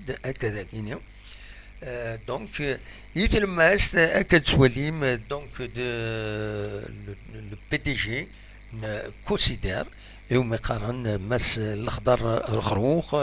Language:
Kabyle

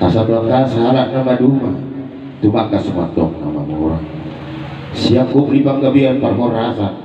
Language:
Batak Toba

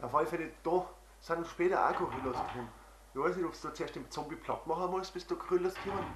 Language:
Bavarian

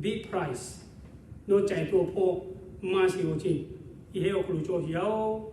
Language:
Lahu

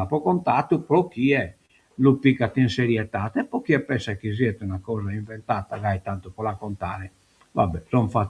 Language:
Sardinian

